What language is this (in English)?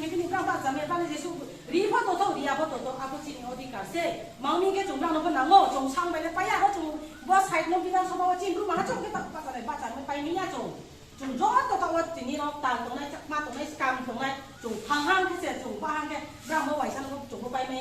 Riang (India)